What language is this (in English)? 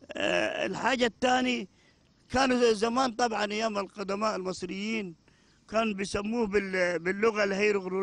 Egyptian Arabic